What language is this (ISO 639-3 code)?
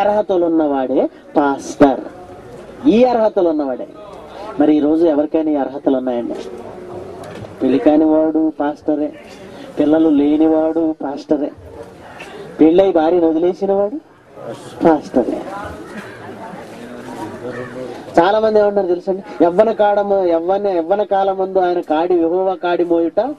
tel